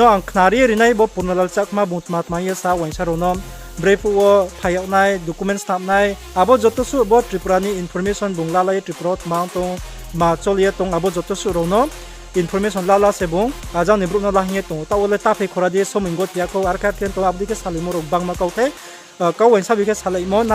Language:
Riang (India)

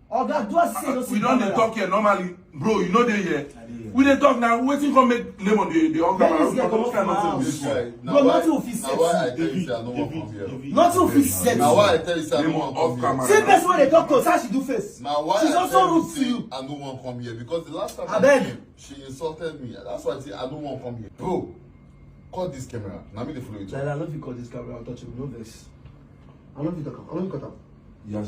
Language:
Nigerian Pidgin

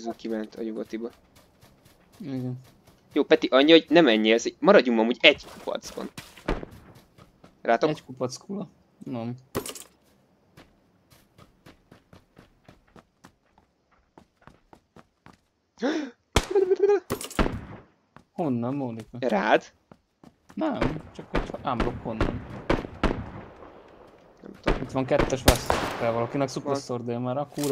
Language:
Hungarian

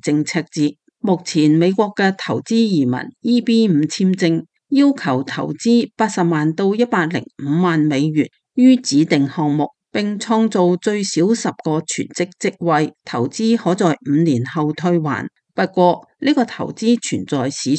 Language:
Cantonese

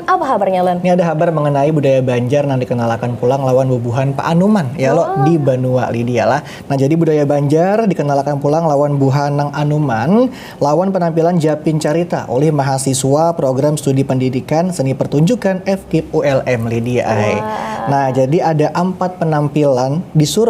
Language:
Banjar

